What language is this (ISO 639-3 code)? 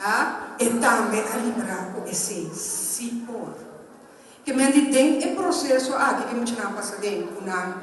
pap